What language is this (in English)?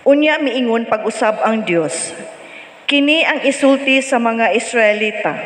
Cebuano